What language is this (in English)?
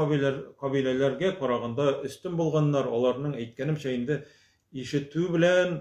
Tatar